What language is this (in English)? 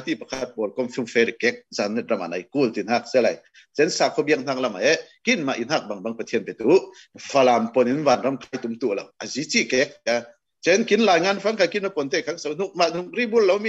Falam Chin